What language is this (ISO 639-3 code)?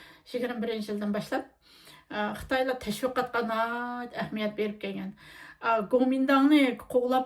uig